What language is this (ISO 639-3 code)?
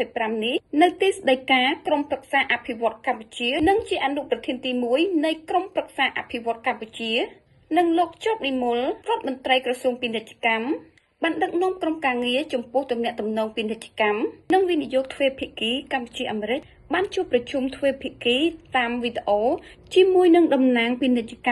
khm